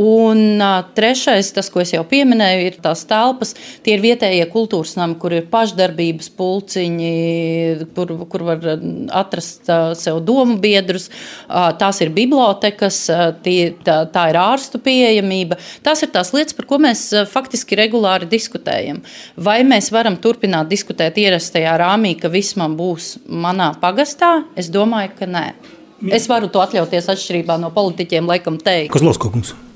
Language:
Latvian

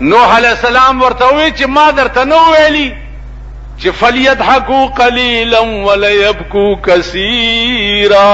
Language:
Pashto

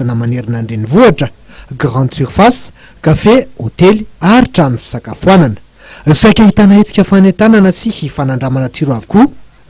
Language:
Malagasy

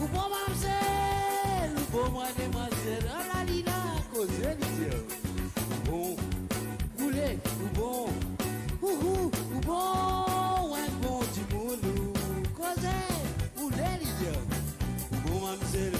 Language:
Morisyen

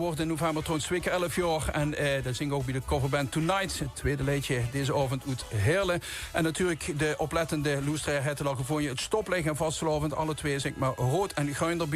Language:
Limburgish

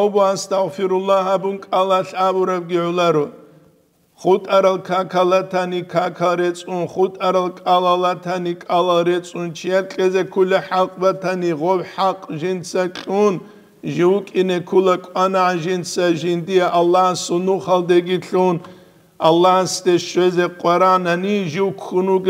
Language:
Avaric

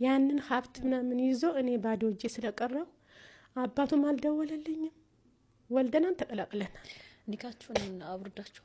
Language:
Amharic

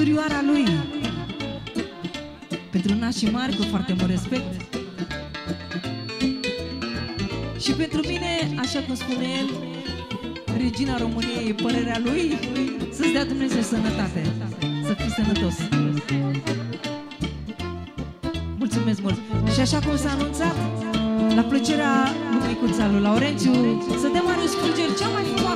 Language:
Romanian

